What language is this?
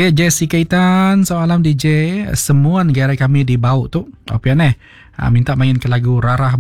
Iban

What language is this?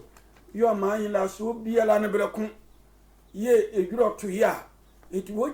Sehwi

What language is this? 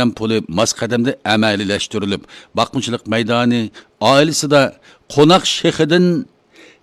Uyghur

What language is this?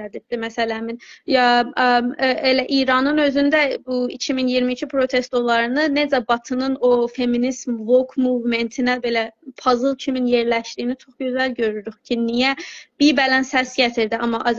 South Azerbaijani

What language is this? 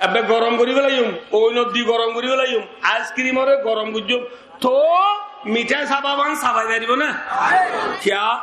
Rohingya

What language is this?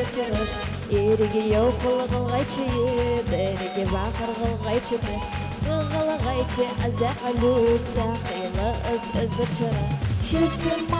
Ingush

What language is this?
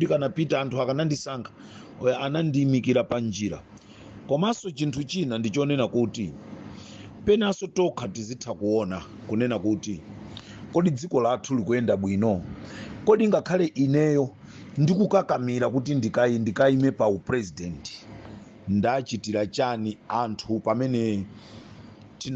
Nyanja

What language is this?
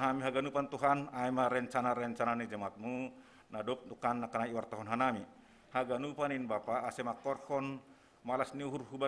Batak Simalungun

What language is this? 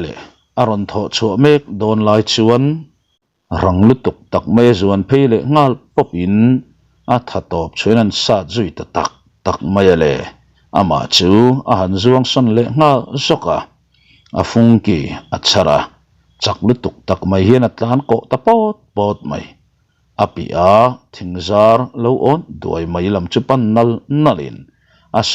Mizo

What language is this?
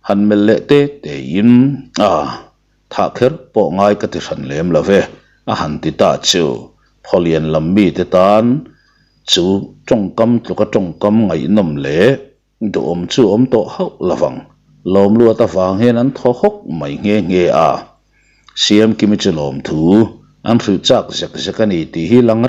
Mizo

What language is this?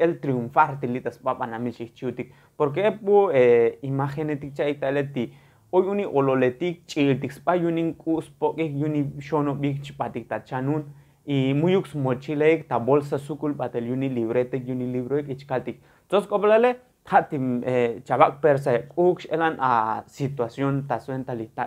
Tzotzil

